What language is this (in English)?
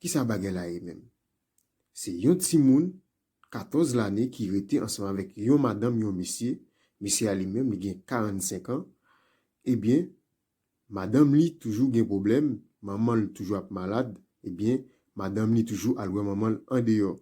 Haitian Creole